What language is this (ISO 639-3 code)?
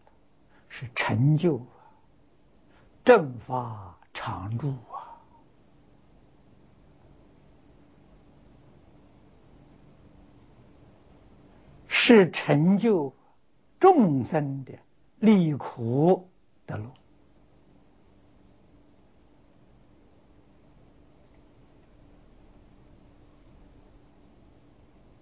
zho